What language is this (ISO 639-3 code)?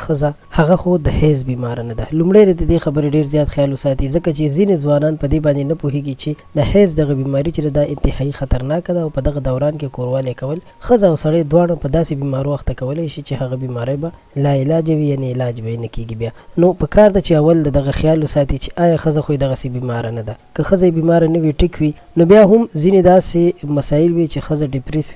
pus